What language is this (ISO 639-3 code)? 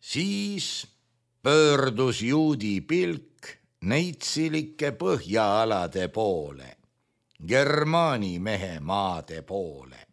est